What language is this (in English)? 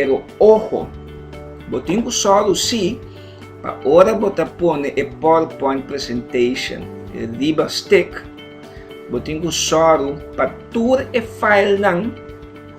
Papiamento